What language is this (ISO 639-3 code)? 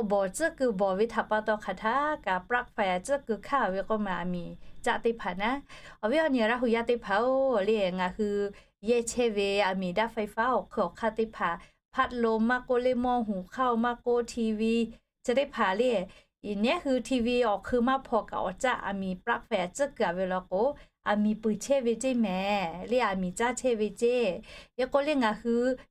lhu